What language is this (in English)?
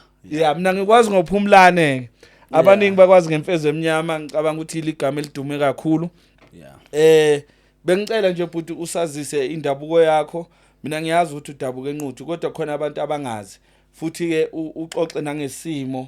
Zulu